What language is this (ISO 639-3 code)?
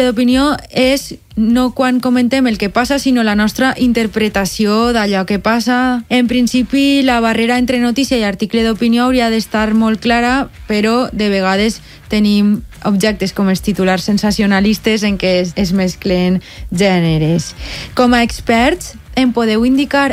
cat